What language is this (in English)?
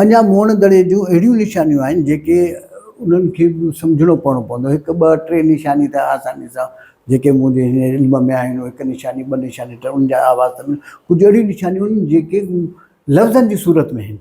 Sindhi